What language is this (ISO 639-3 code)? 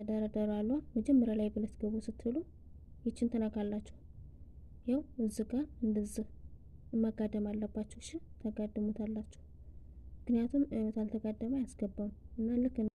amh